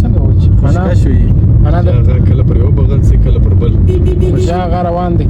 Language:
Pashto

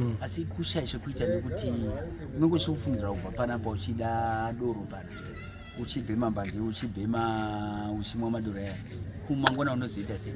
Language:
Shona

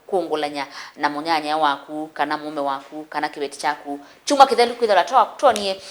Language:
Kamba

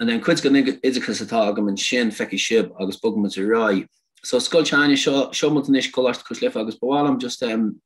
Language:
Irish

